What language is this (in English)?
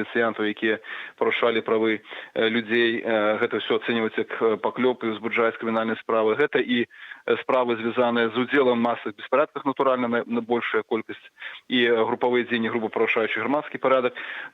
Belarusian